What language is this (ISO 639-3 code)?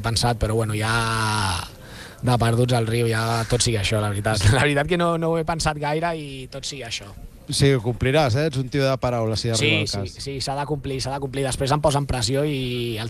cat